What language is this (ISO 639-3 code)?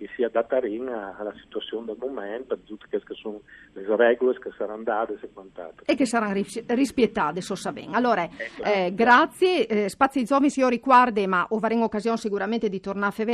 fur